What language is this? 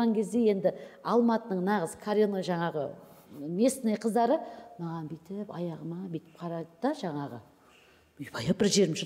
Kazakh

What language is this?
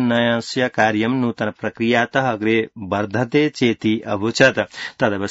Sanskrit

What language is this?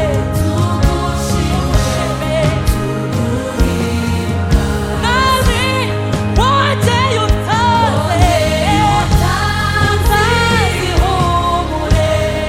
Kinyarwanda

